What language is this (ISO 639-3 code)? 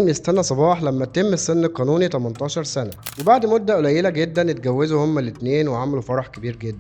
arz